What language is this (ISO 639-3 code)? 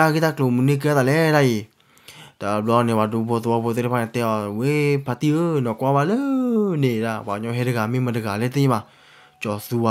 ksw